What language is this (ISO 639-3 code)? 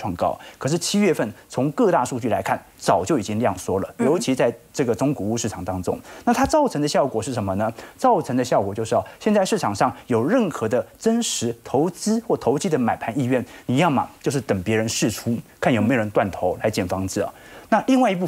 zho